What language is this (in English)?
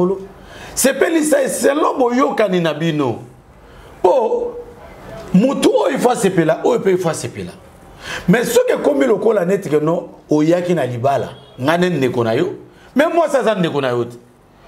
Lingala